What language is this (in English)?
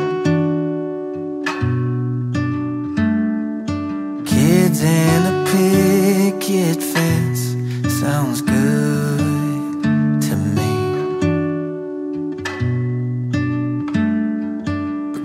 English